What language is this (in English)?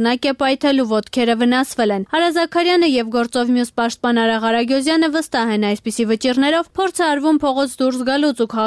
Armenian